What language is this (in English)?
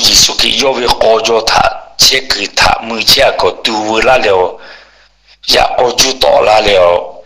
Lahu